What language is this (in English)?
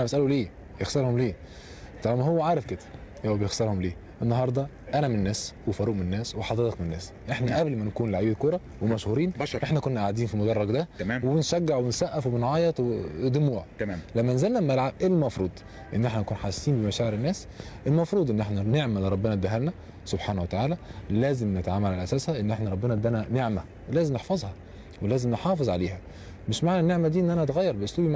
Egyptian Arabic